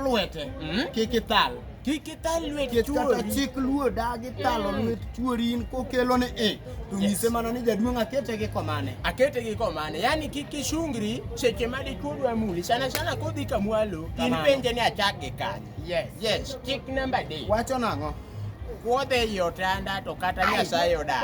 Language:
Luo (Kenya and Tanzania)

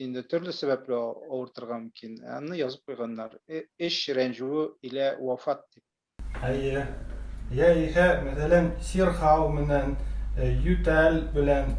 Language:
Tatar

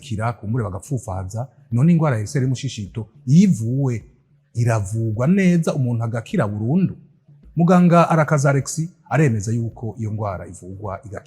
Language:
Rundi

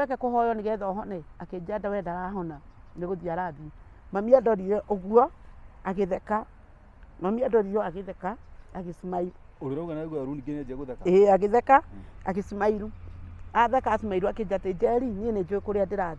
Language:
Kikuyu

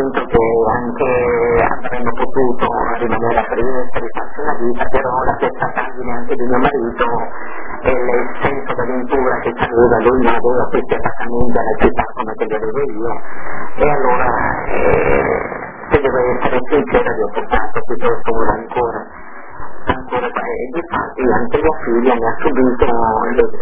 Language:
Italian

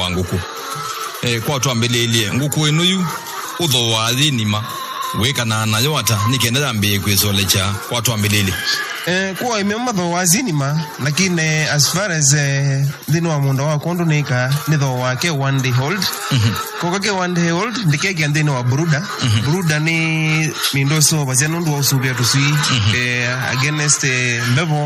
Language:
Kamba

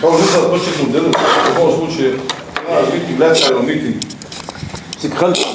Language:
Ingush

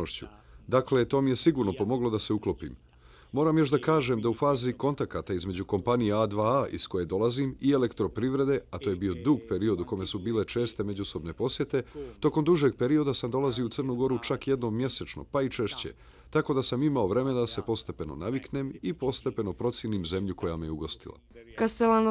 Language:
Bosnian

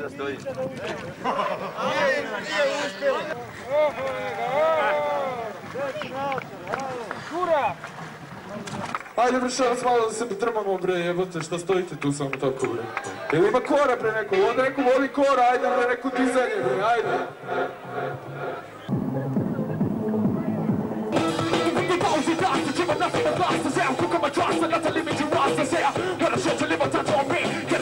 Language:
Serbian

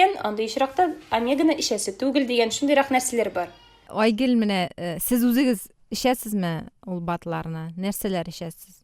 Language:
Tatar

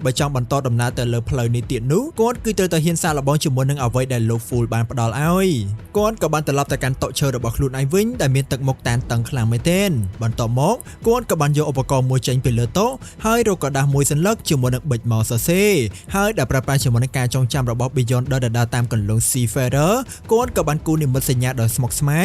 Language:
Khmer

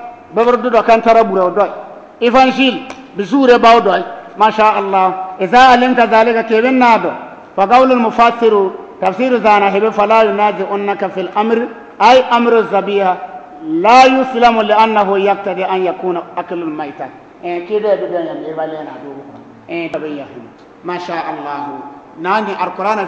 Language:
Bissa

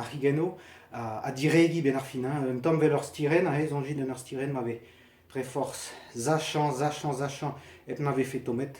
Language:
Breton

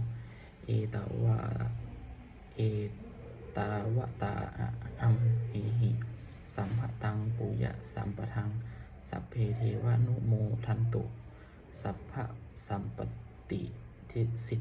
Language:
Pali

